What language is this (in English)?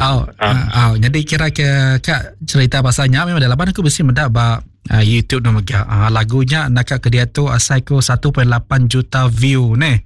Iban